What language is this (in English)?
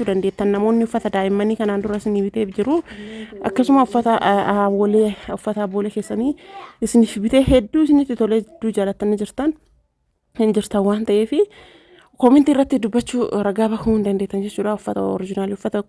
Oromo